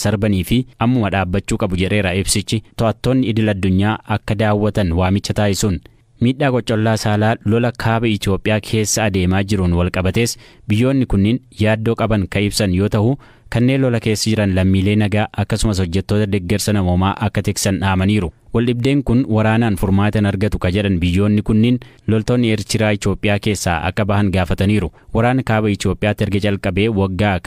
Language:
Oromo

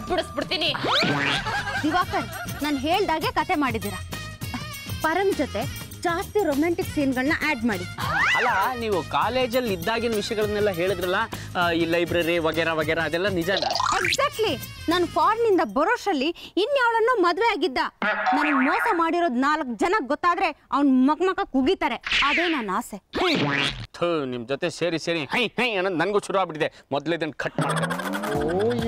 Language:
Kannada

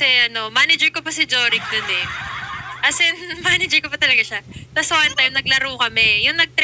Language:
Filipino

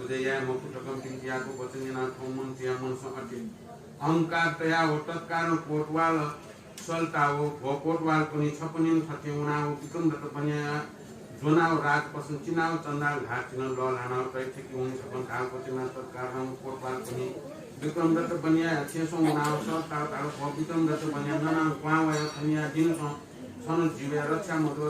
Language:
Newari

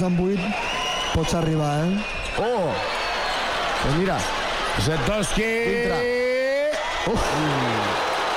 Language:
Catalan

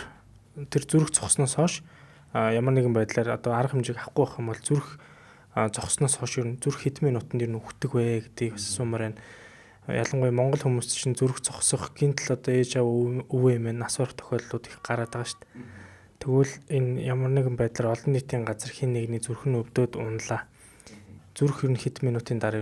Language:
Mongolian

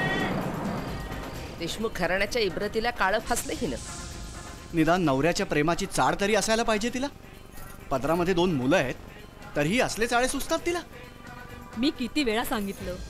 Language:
Marathi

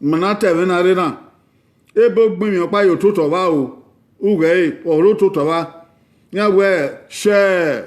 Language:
Bini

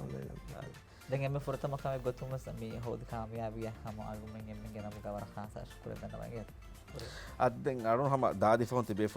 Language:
Divehi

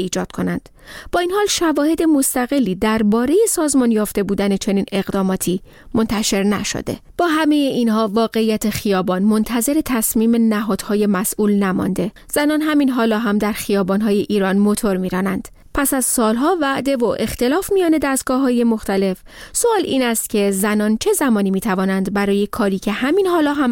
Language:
Persian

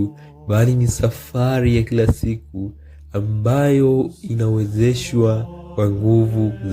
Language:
Swahili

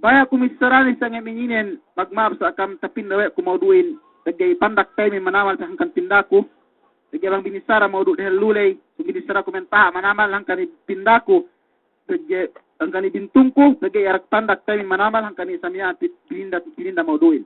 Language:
Yakan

